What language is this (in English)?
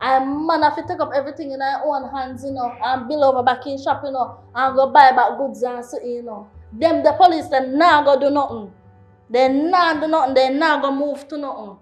Jamaican Creole English